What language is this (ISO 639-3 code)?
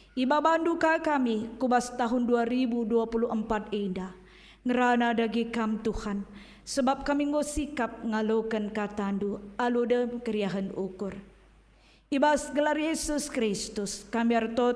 btx